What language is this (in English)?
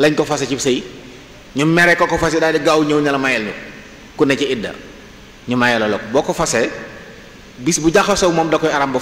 Wolof